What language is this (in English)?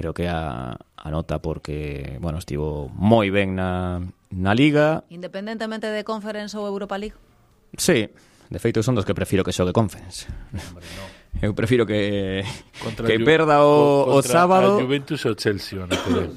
Galician